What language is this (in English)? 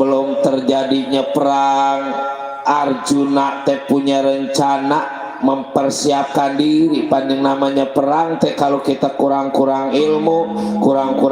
Betawi